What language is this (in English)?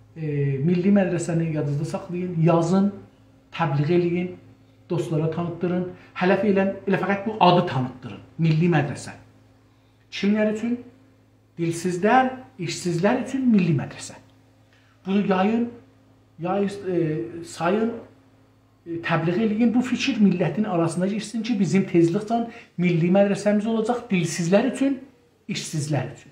South Azerbaijani